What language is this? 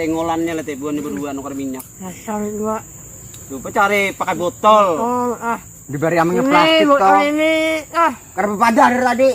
Banjar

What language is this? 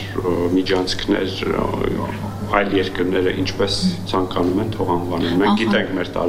Armenian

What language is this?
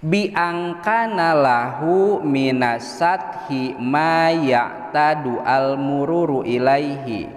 Sundanese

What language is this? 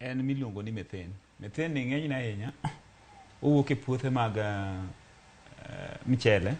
Luo (Kenya and Tanzania)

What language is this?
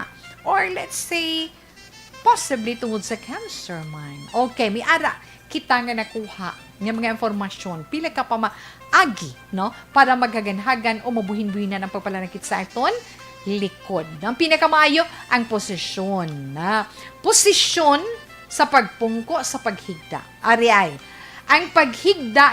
Hiligaynon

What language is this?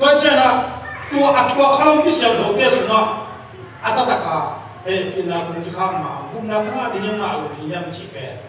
Tedim Chin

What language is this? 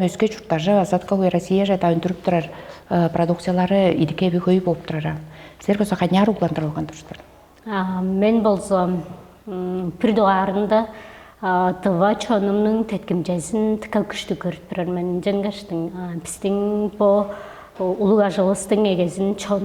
Tuvinian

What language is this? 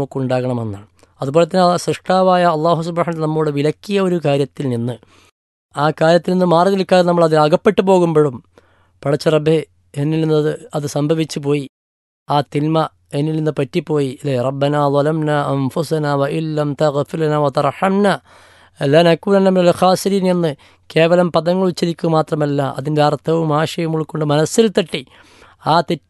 Malayalam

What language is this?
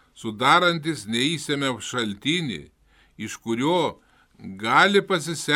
Lithuanian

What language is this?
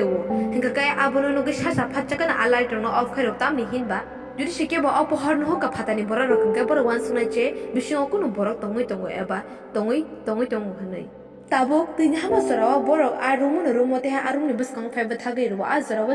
Kok Borok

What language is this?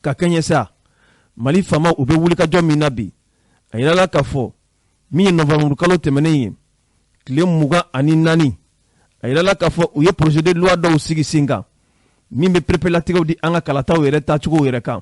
Bambara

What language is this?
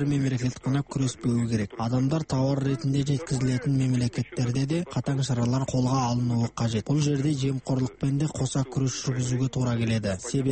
Kazakh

